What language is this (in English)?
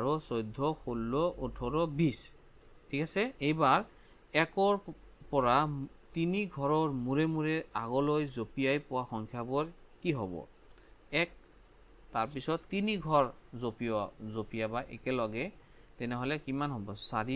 Assamese